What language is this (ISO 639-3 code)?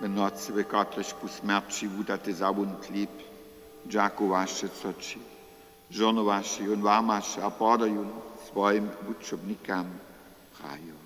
hsb